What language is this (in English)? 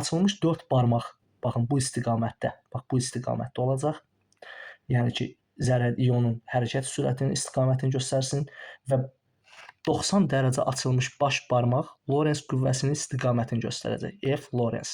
Azerbaijani